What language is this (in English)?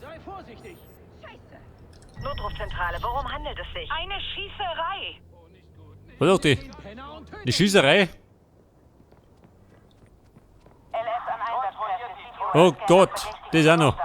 Bavarian